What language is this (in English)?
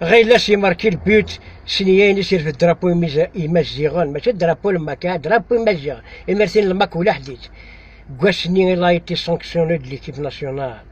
Kabyle